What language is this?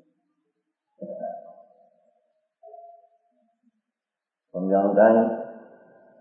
Gujarati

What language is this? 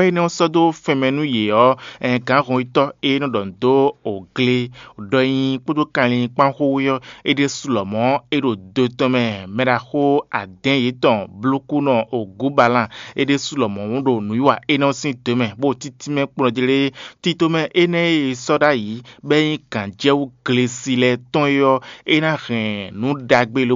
Fon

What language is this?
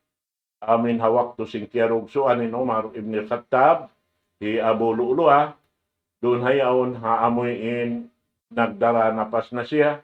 Tausug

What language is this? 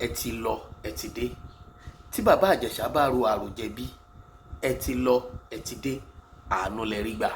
Yoruba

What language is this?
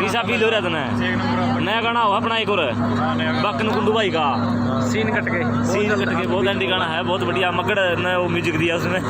Haryanvi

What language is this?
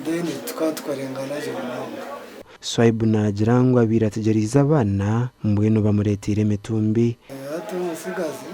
Nyankole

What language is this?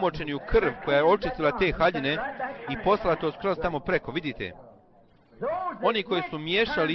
Bosnian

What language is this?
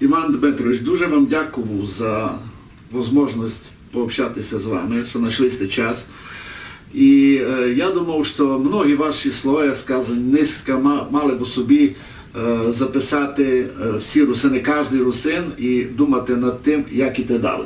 Rusyn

